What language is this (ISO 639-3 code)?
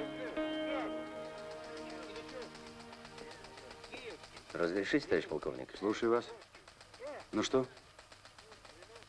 rus